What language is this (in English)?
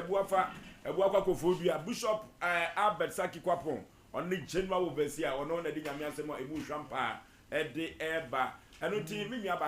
Akan